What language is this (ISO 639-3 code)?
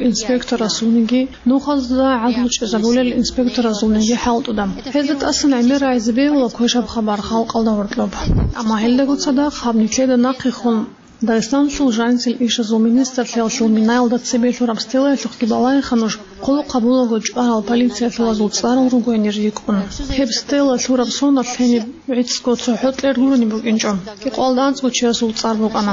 ava